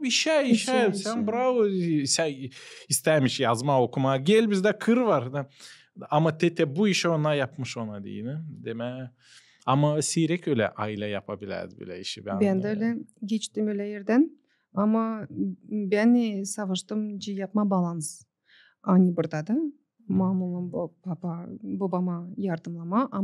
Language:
Gagauz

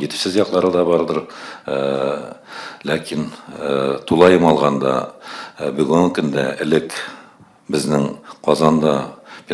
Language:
Tatar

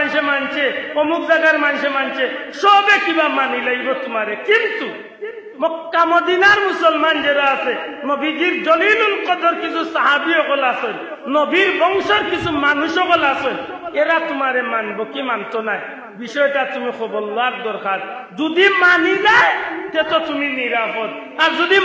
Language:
Sylheti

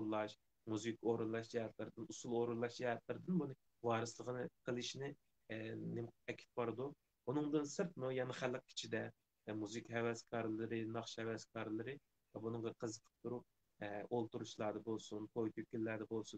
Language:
Uyghur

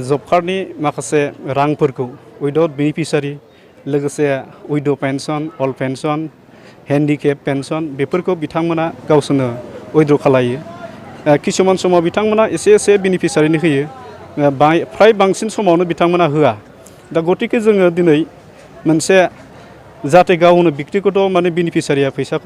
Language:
Bodo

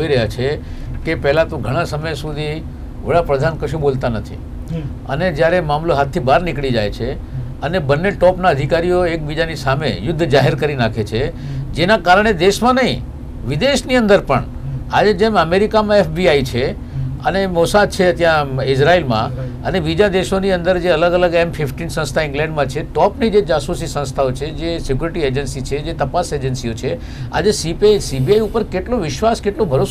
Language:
Gujarati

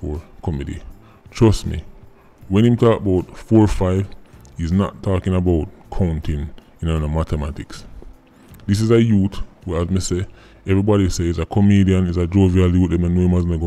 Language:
Jamaican Creole English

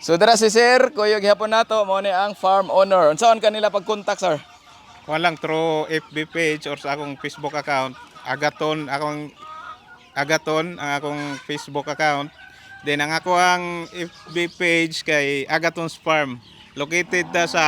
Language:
Cebuano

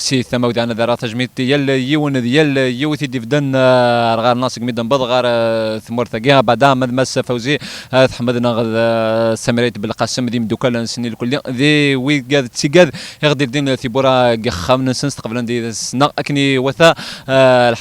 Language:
Kabyle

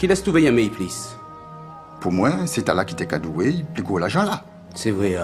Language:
Guadeloupean Creole French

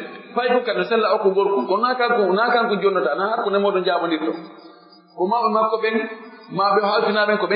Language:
Fula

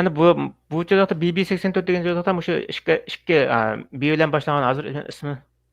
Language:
Uyghur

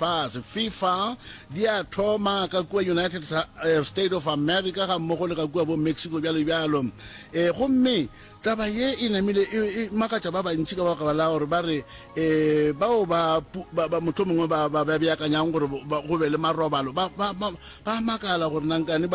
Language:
Northern Sotho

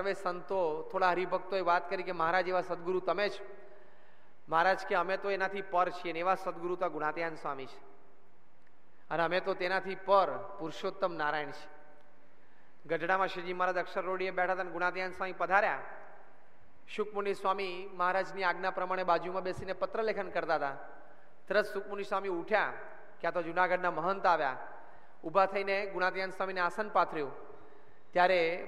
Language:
Gujarati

